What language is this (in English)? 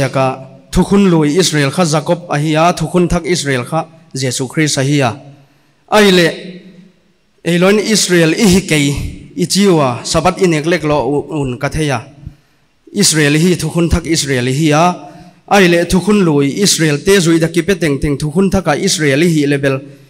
Paite Chin